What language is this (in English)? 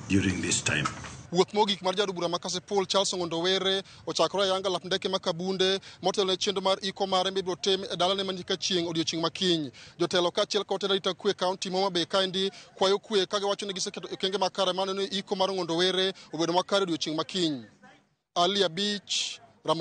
Luo (Kenya and Tanzania)